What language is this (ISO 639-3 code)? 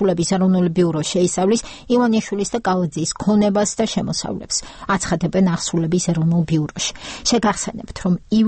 kat